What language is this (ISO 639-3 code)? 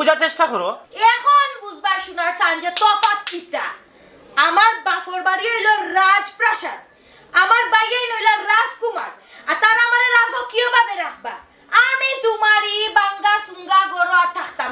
syl